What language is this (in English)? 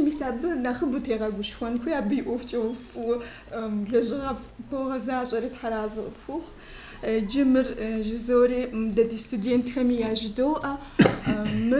Kabardian